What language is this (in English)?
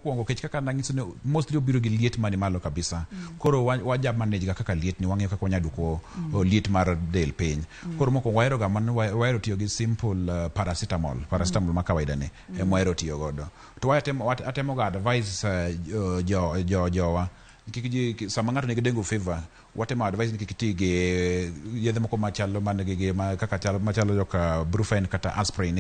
Luo (Kenya and Tanzania)